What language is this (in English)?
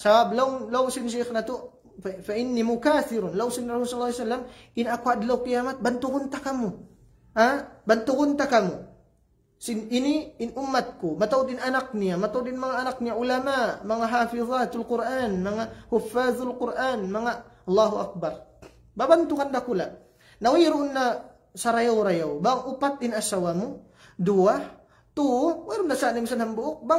Tausug